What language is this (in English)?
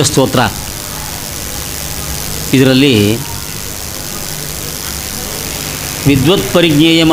Kannada